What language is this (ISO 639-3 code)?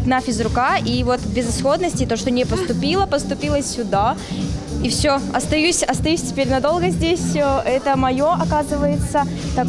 rus